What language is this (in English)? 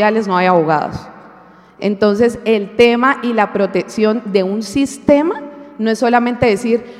Spanish